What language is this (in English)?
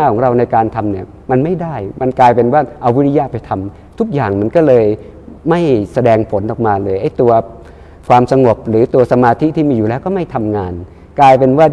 Thai